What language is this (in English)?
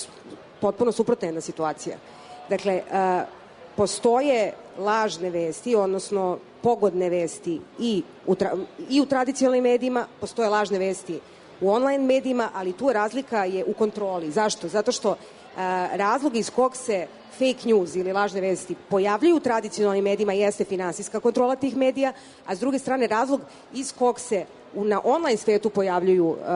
Serbian